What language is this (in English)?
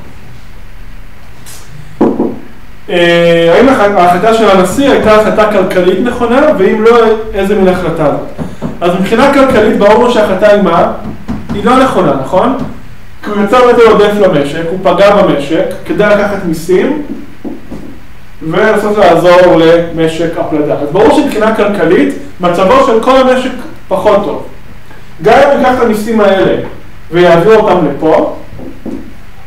Hebrew